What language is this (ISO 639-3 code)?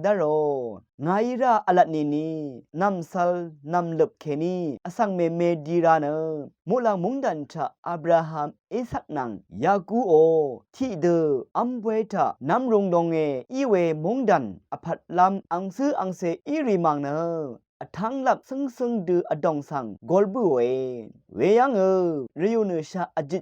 raw